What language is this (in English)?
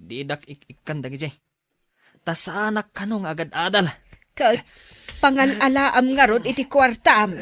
Iloko